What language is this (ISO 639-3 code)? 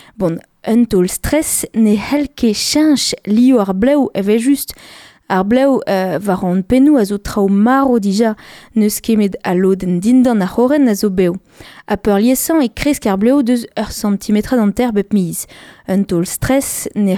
bre